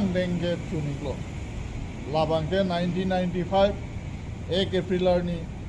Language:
Karbi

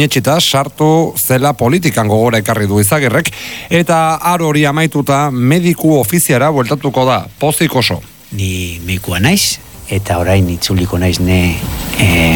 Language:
Basque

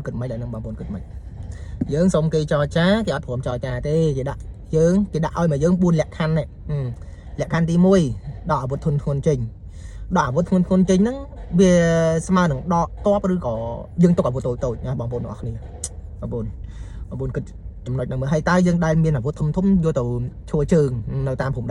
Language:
Khmer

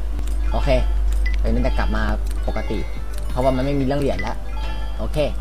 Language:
Thai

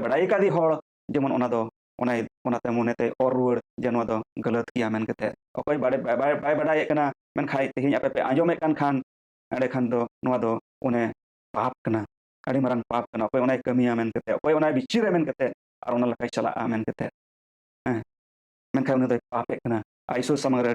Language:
Santali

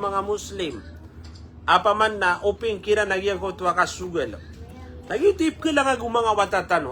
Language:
Maranao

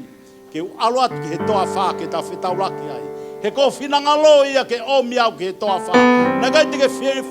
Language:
Tongan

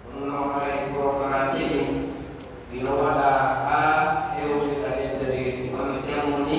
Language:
Pular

